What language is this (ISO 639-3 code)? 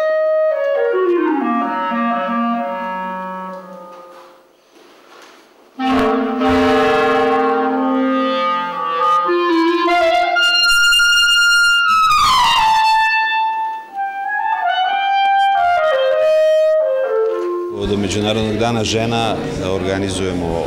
srp